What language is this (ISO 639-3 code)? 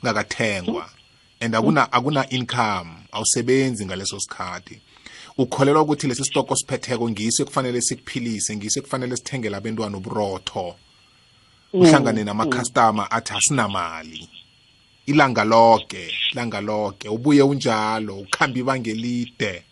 nbl